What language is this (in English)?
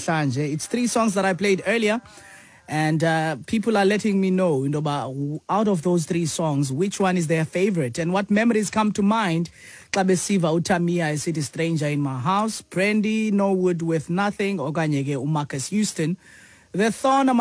Xhosa